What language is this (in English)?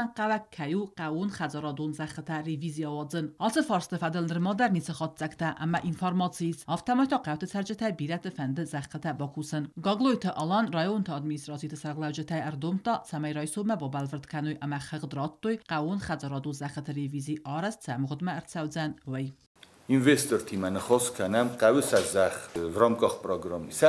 Ossetic